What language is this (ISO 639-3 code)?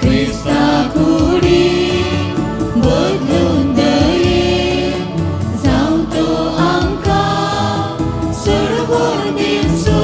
kok